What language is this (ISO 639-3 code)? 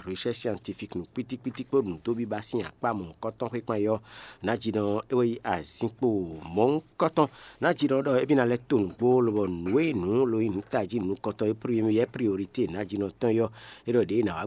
fon